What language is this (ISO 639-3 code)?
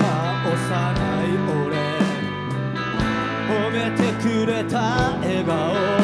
jpn